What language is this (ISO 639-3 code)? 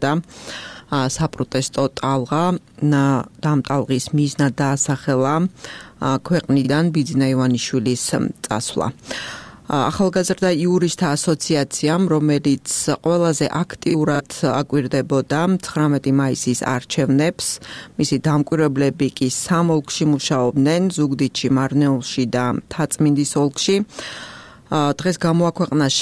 kat